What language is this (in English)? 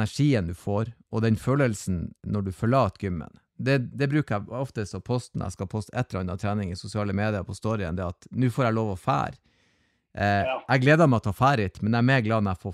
Norwegian